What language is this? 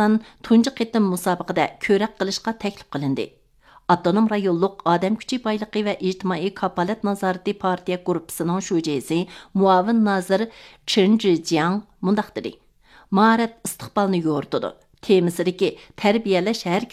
Uyghur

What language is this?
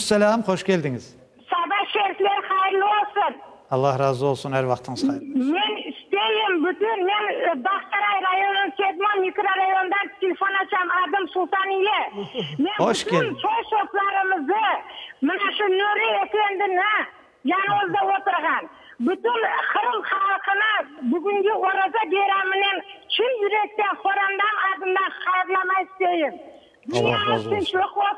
Crimean Tatar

